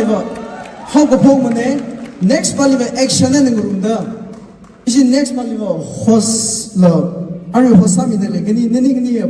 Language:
Tangkhul Naga (India)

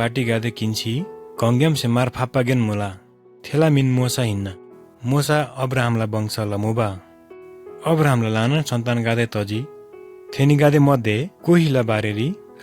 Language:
Eastern Tamang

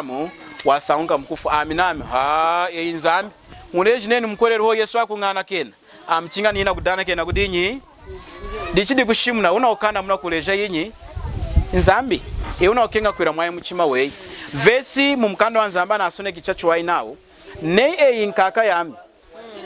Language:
Lunda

